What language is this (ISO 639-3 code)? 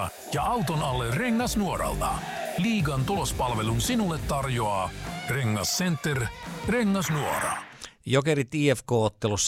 fin